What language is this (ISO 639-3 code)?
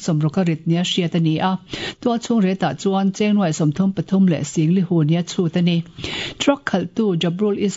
lus